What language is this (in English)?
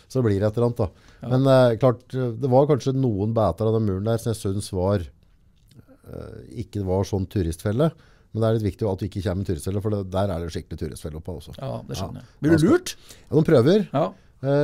Norwegian